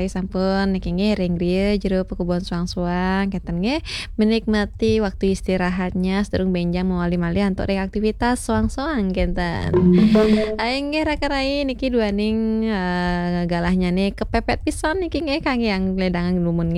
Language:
Balinese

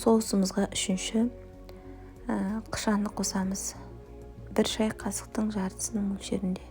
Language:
Kazakh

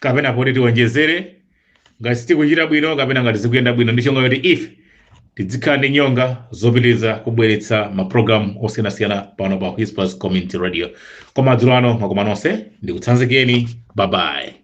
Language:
Nyanja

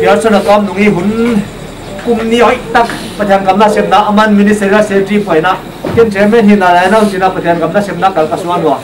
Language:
Paite Chin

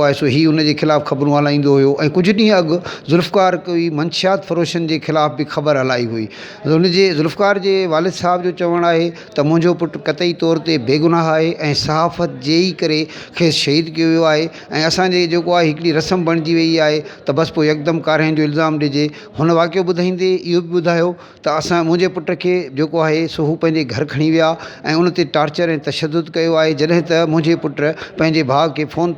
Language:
Sindhi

